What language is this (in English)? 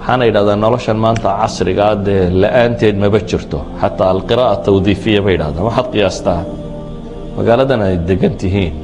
Somali